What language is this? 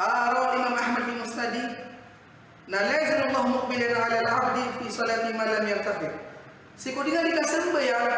Maranao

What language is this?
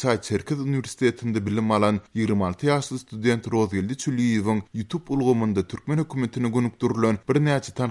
Turkmen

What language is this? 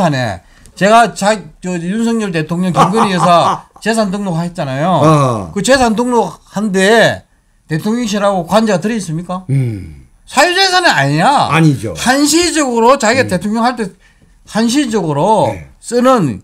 Korean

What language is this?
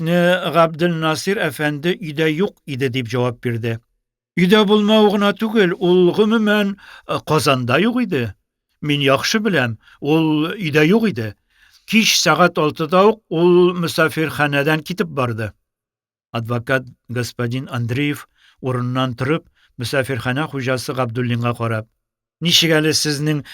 Tatar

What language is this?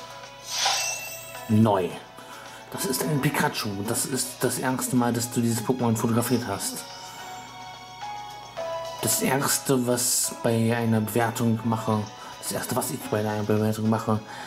German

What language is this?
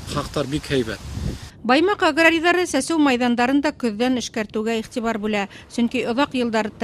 Bashkir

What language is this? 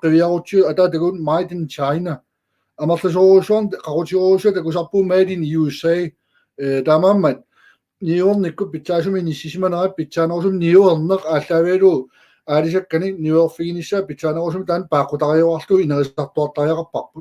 Kalaallisut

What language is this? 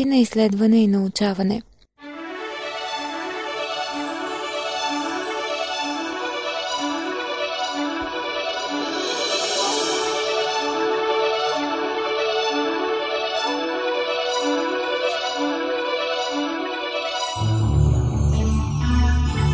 Bulgarian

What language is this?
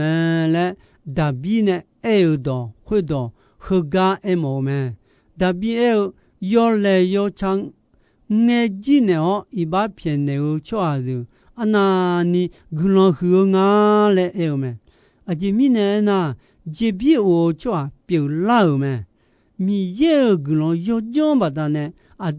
Akha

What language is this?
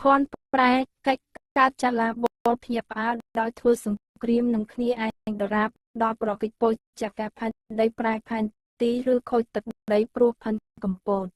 Khmer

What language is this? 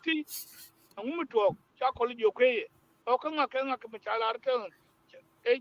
Nuer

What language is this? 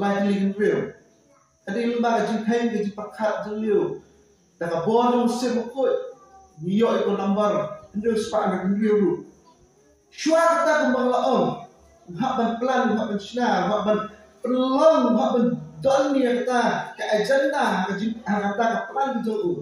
Khasi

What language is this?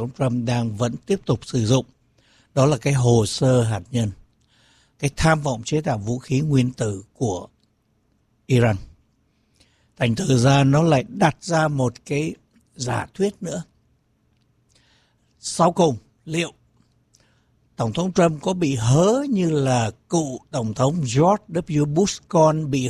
Vietnamese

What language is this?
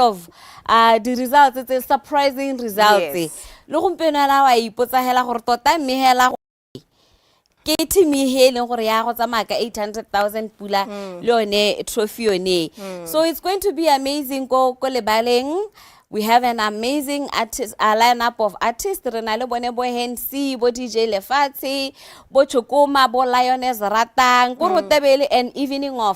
Tswana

